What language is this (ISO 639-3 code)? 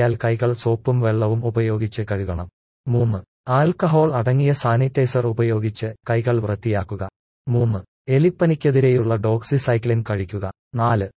mal